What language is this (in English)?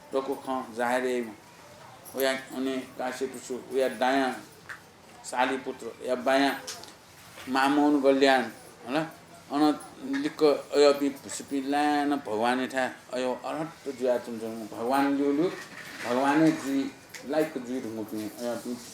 Newari